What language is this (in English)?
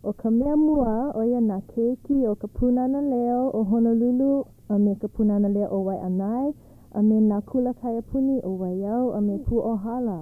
Hawaiian